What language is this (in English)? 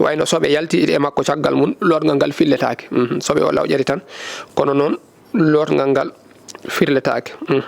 Fula